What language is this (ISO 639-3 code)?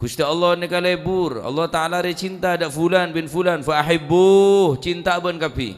mad